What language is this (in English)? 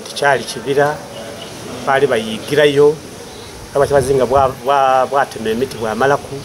Soga